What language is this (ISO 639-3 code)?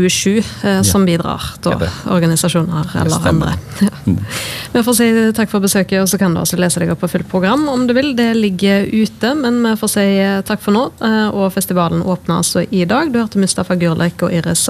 nor